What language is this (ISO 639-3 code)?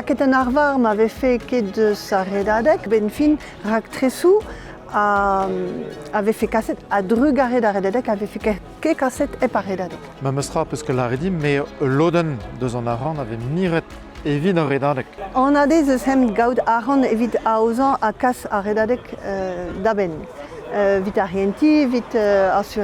bre